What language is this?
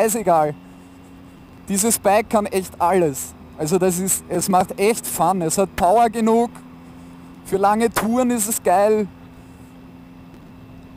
German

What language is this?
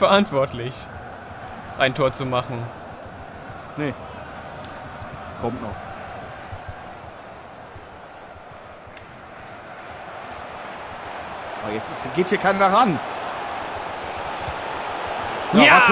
German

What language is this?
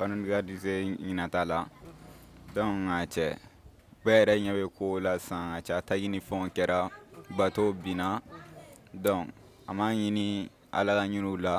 Bambara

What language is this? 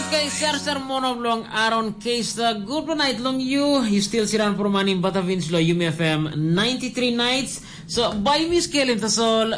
Tok Pisin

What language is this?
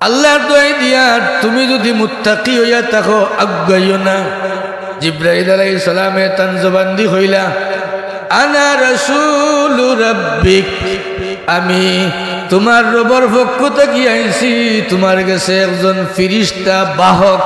Sylheti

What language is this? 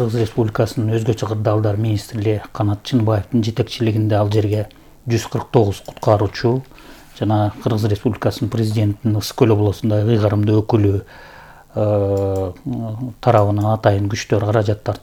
Kyrgyz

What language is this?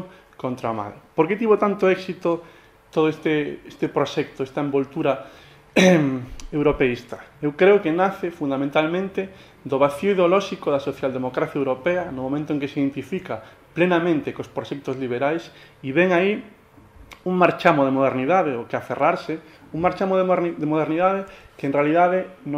Galician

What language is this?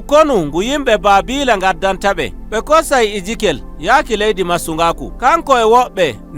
Nigerian Fulfulde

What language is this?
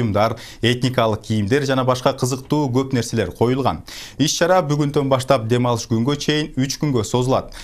Kyrgyz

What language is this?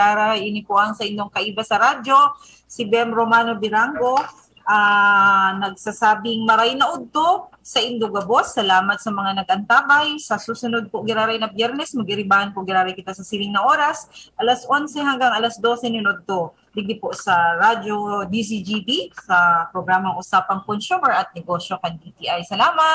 Bikol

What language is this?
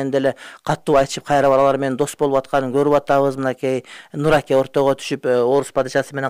Kyrgyz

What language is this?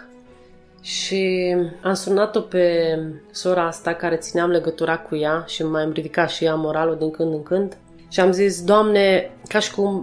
Romanian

